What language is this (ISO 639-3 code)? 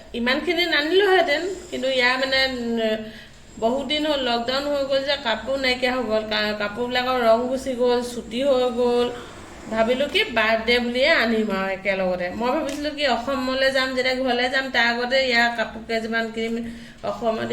asm